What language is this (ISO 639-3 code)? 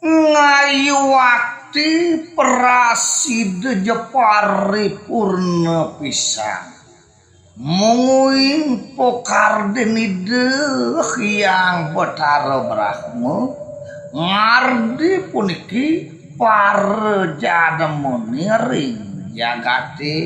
ban